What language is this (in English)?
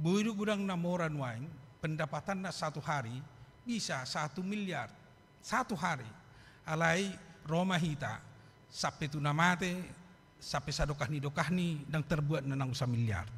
Batak Toba